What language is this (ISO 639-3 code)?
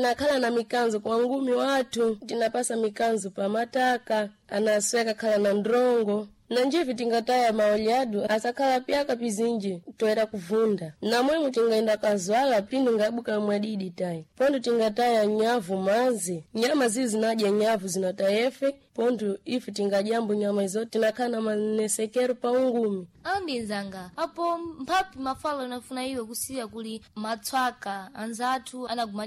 seh